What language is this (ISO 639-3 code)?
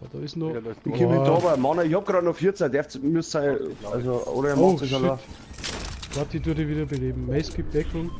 bar